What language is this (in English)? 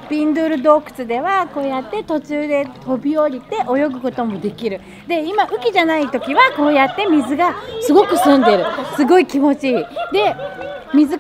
Japanese